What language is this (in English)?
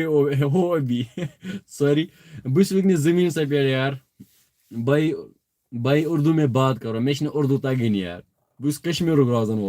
Kashmiri